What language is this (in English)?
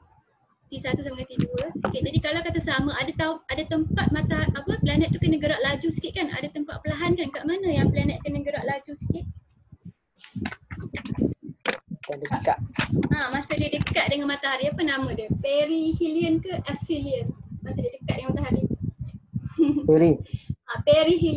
Malay